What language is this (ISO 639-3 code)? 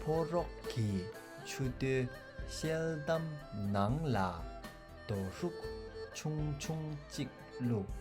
bod